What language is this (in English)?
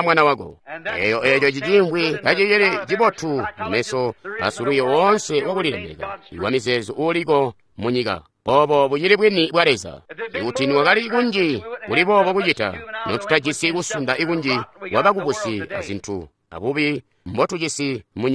Tonga (Zambia)